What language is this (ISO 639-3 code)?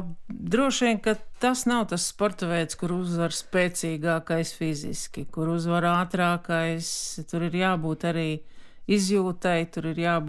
lav